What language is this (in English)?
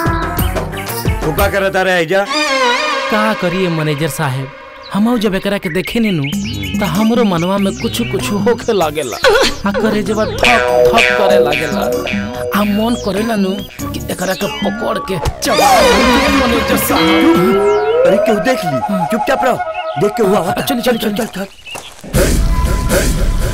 Bhojpuri